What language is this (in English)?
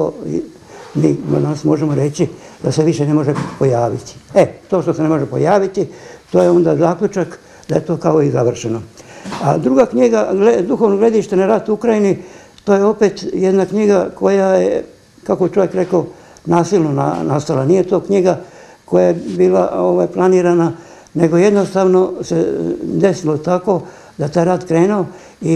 Serbian